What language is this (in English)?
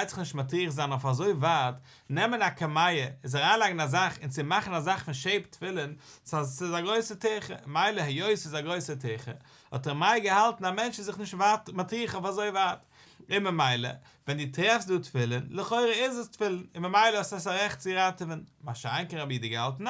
Yiddish